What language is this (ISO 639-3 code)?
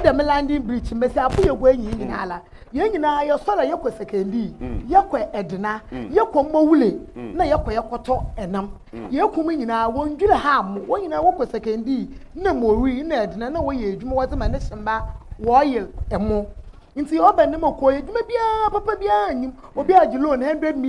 aka